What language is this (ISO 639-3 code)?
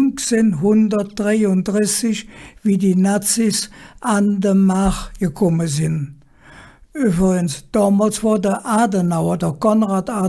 ksh